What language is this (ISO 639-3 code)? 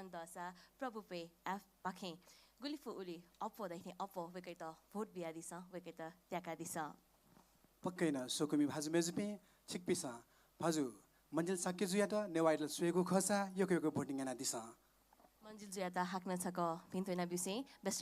new